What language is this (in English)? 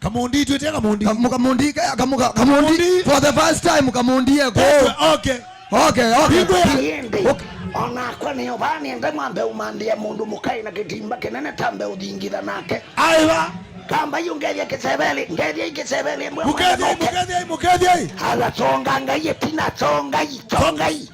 Kamba